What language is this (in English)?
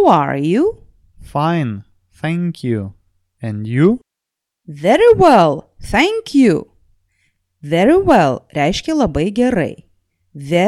Lithuanian